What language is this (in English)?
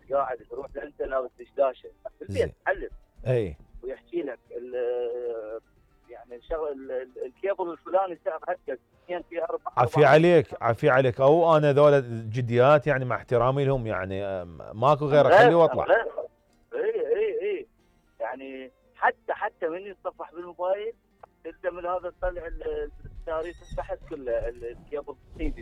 Mesopotamian Arabic